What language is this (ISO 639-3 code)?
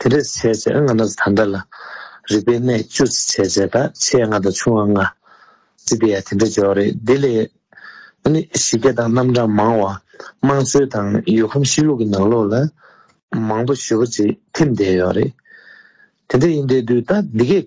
bod